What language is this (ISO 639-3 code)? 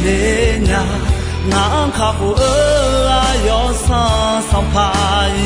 ahk